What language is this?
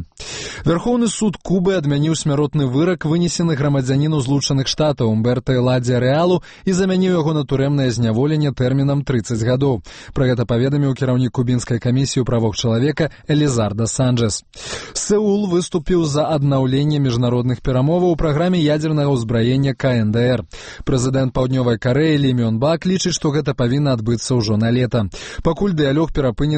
Belarusian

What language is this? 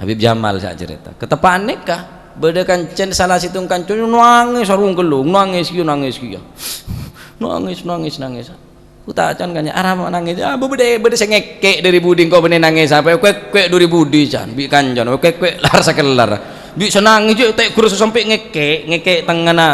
Madurese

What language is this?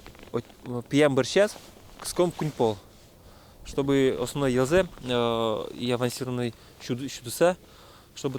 Udmurt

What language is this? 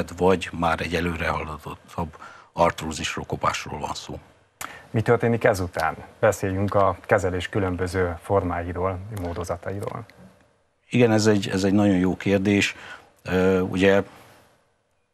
Hungarian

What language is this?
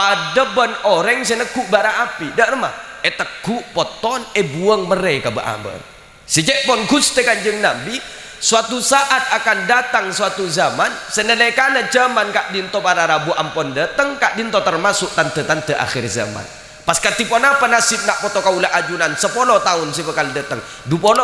Madurese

